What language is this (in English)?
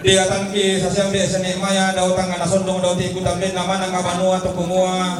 Toraja-Sa'dan